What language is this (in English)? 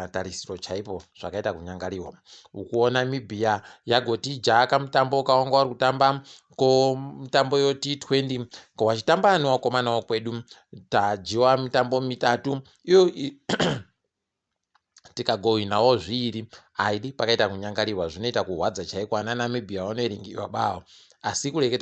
Ndau